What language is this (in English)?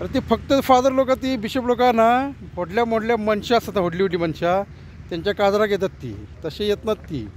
Konkani